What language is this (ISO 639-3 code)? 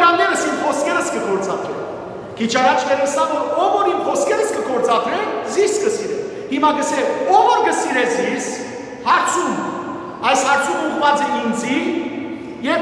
hyw